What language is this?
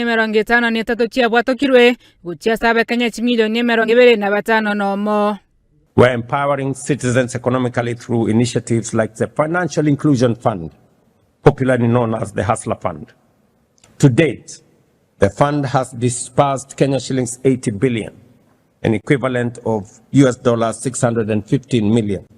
Gusii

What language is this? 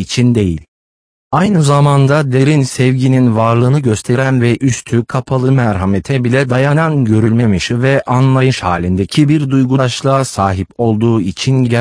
Turkish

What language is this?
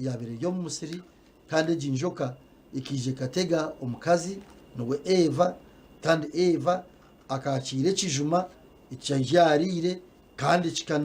Nyankole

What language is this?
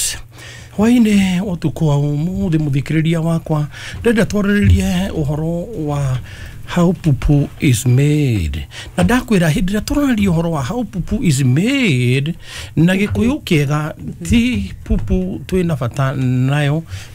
Kikuyu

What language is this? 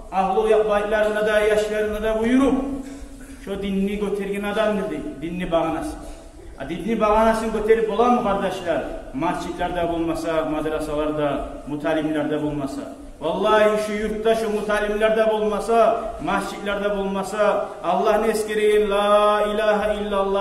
Kumyk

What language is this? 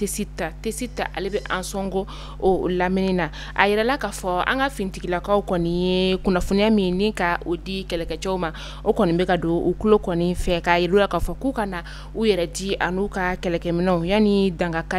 Bambara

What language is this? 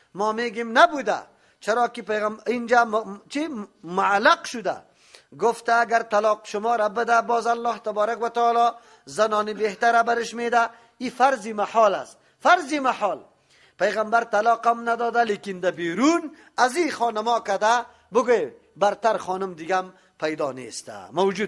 Persian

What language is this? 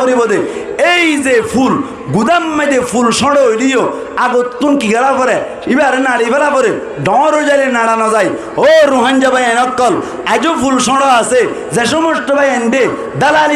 Rohingya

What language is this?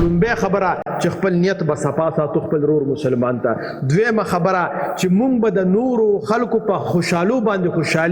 Pashto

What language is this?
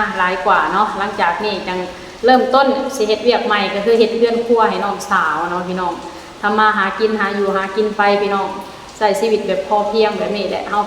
Lao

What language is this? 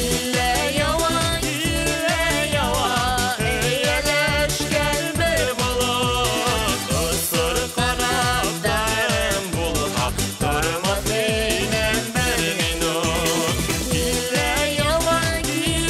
Bashkir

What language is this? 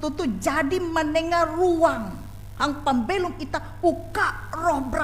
Ngaju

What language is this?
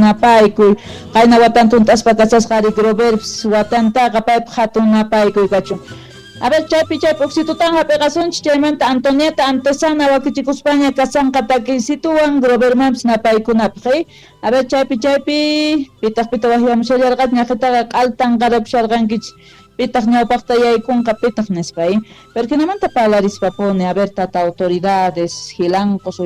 South Bolivian Quechua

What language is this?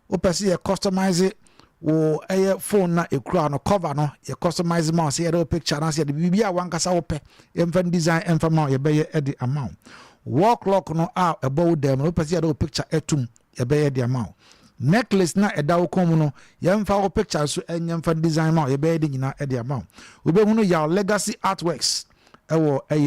Akan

